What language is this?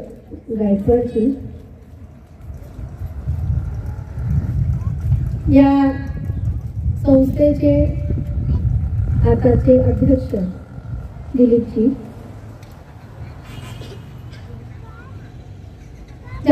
Marathi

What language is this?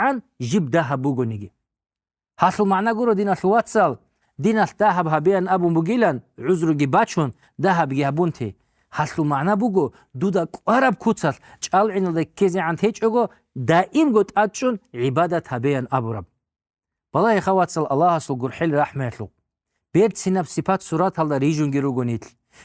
Avaric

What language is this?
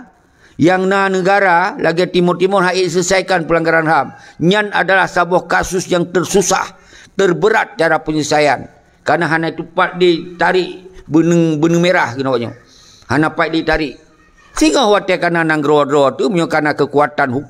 Achinese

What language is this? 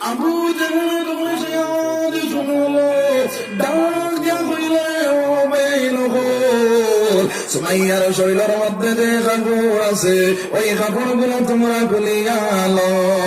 Sylheti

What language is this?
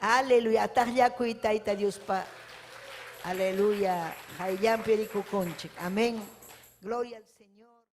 Ayacucho Quechua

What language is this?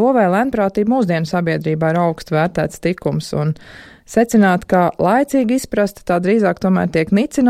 Latvian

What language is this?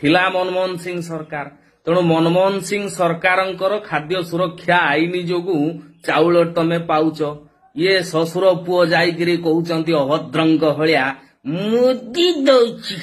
Odia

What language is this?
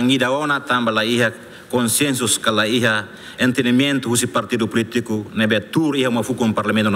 Tetum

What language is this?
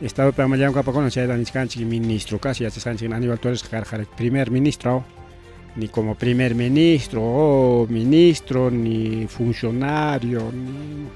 Ayacucho Quechua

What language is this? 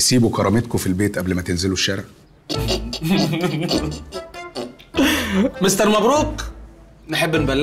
Egyptian Arabic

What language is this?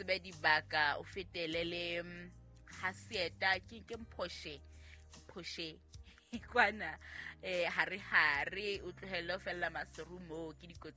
Southern Sotho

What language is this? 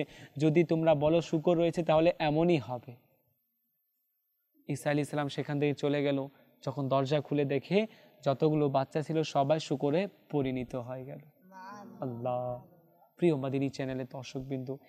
Bangla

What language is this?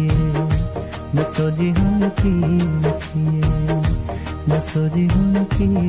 Punjabi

